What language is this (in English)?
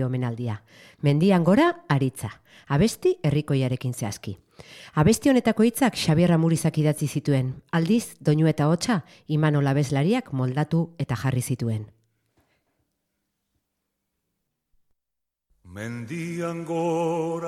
Basque